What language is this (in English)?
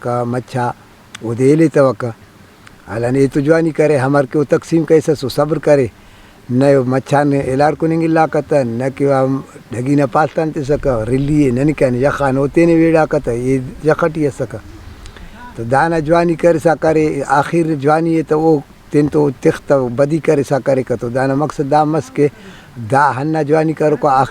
Brahui